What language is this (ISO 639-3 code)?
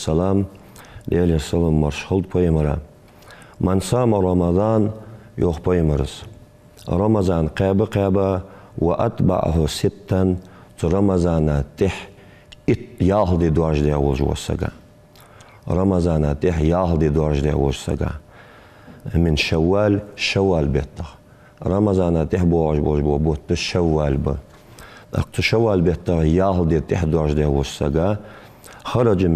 inh